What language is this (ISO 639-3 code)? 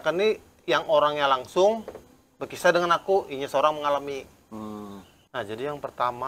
bjn